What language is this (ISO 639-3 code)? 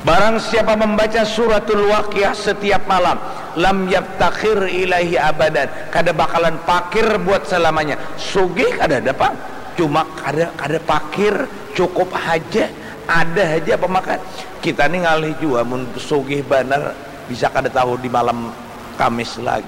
bjn